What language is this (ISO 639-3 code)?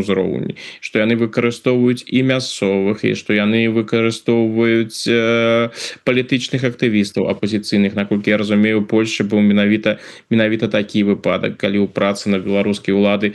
bel